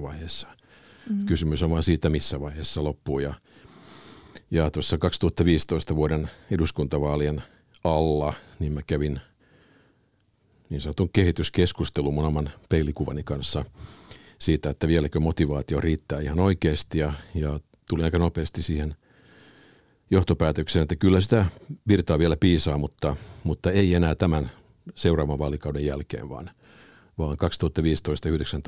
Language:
Finnish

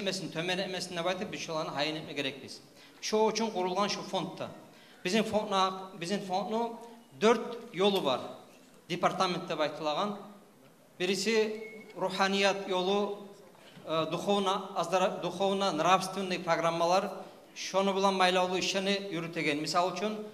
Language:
Kumyk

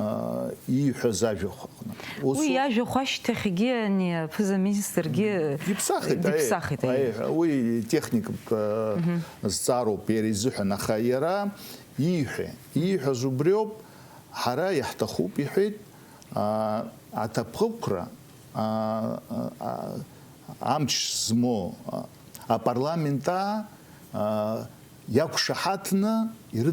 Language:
Abkhazian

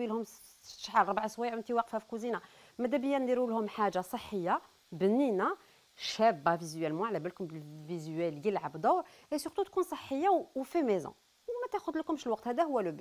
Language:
Algerian Arabic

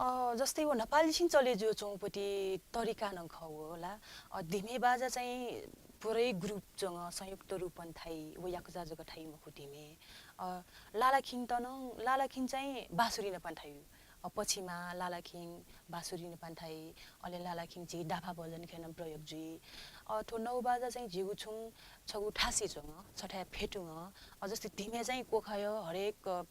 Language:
Newari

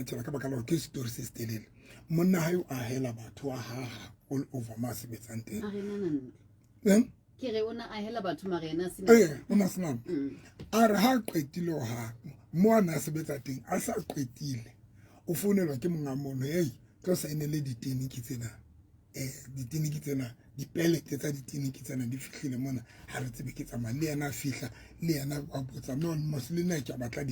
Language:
Southern Sotho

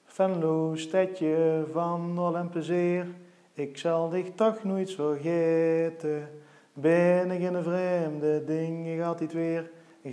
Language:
Limburgish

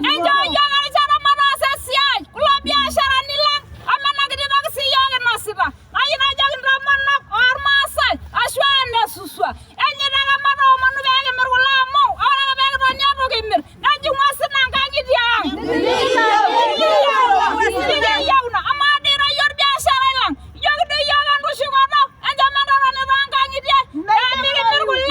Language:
Masai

